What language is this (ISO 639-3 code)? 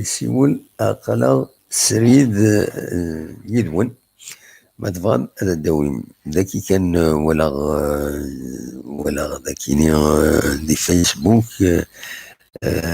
kab